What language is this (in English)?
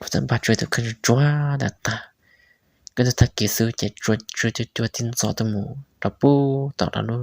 Hmong